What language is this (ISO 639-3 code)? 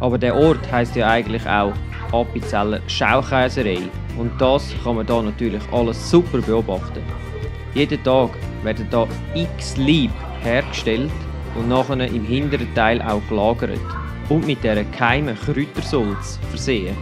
gsw